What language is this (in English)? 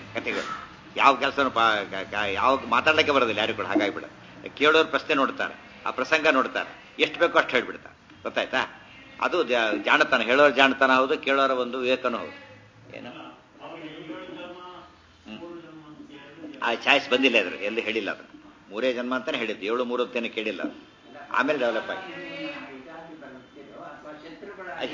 Kannada